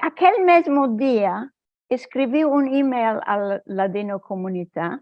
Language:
Ladino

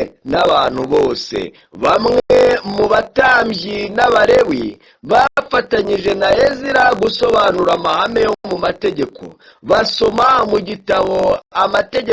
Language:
Kinyarwanda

